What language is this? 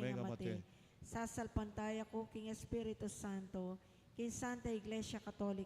Pampanga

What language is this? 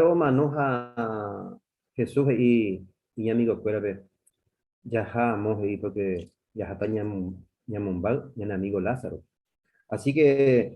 Guarani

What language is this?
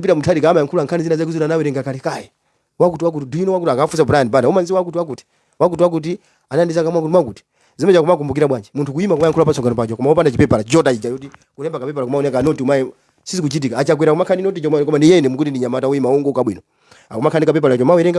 Nyanja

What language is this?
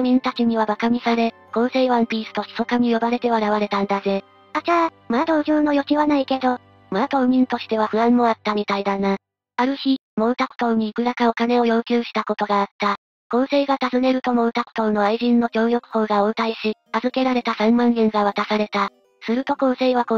Japanese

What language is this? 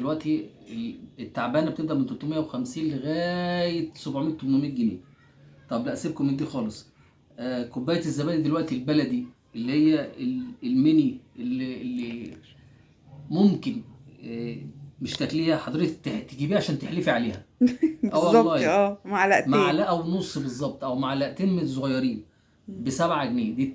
Egyptian Arabic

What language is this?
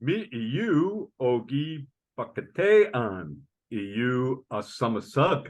Chippewa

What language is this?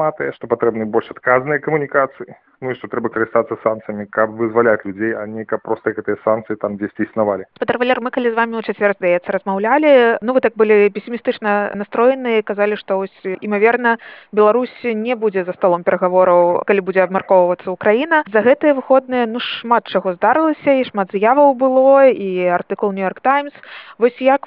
Belarusian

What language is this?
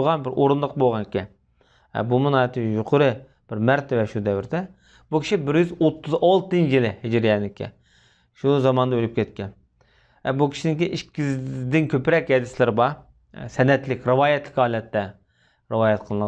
Uyghur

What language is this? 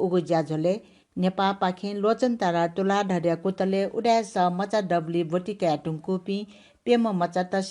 Newari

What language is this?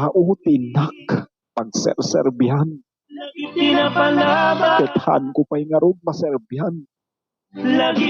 Iloko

